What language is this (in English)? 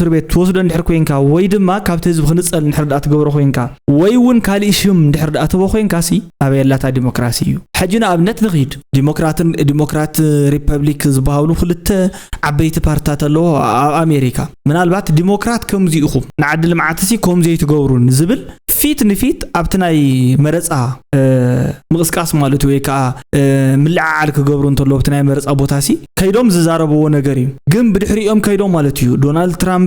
Tigrinya